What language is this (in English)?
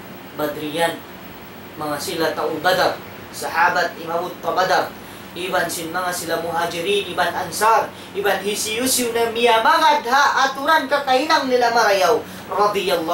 Tausug